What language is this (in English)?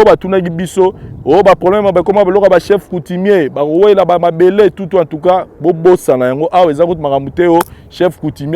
Lingala